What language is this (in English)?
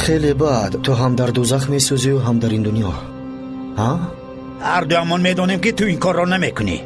Tajik